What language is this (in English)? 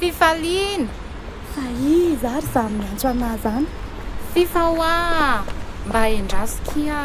Malagasy